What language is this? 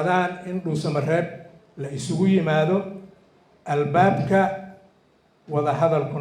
Somali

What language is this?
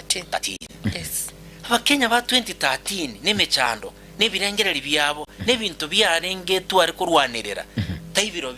Gusii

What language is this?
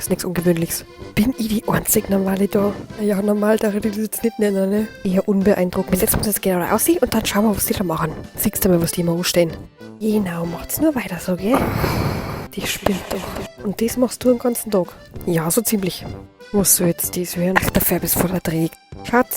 Bavarian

